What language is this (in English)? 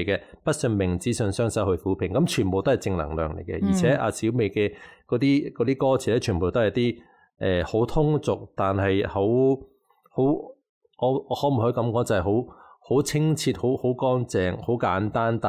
Cantonese